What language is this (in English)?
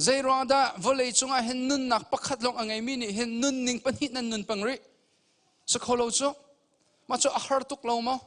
Hakha Chin